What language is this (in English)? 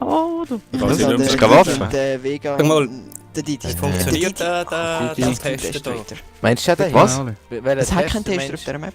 Swiss German